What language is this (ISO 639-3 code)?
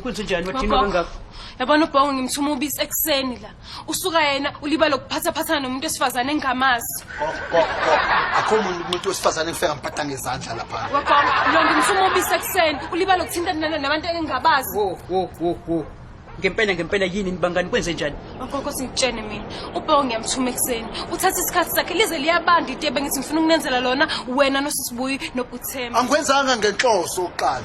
zul